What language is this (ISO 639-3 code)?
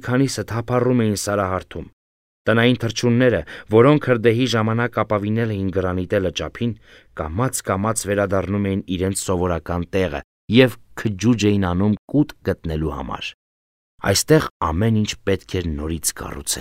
hye